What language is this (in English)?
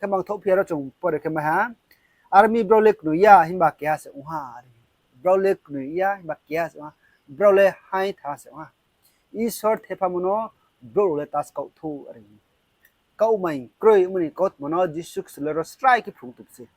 Riang (India)